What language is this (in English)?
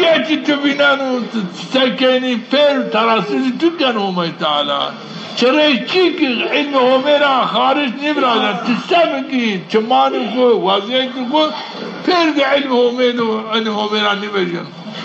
Zaza